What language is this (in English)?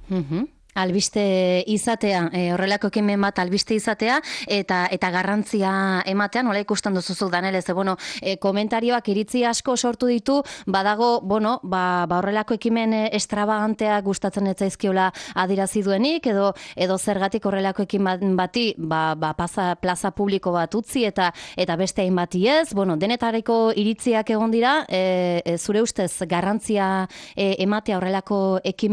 Basque